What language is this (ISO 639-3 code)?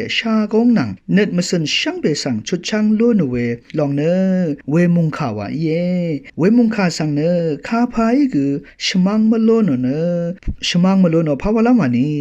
raw